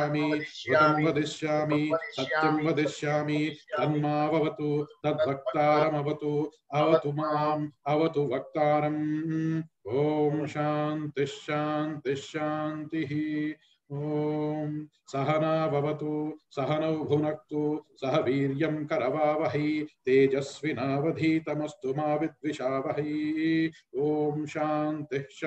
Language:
Sanskrit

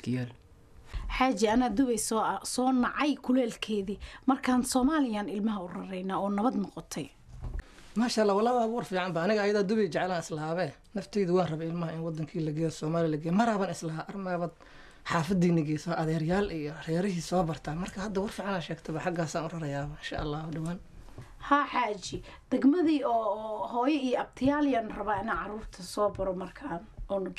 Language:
Somali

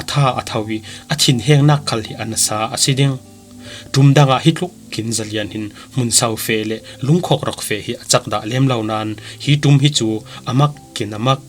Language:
Falam Chin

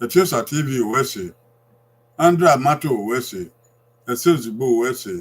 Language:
Bini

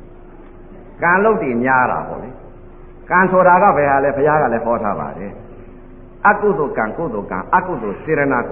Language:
Burmese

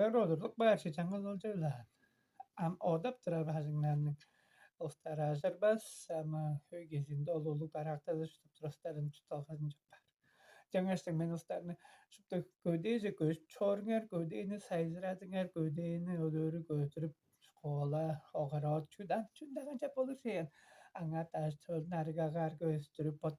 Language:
Tuvinian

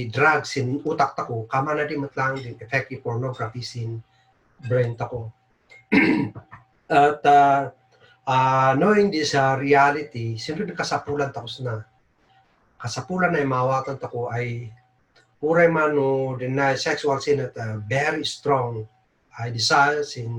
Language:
Kankanaey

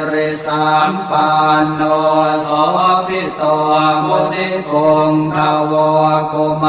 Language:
Pali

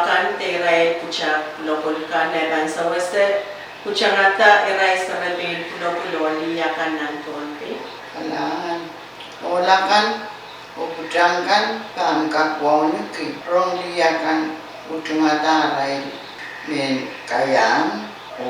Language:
Pohnpeian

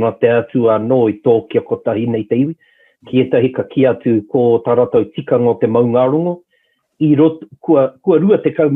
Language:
Māori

